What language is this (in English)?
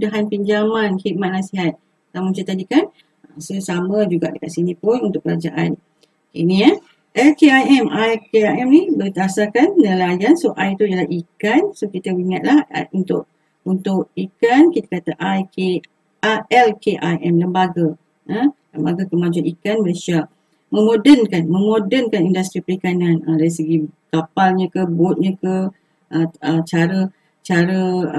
Malay